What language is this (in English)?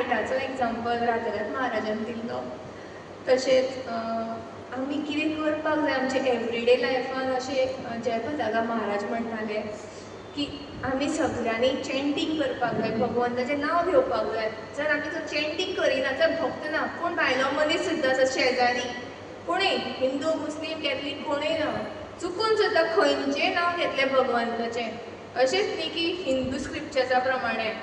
Konkani